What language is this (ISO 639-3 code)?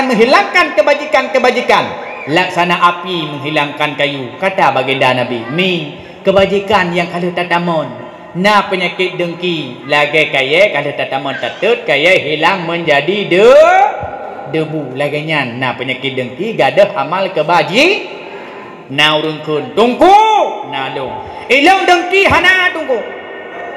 ace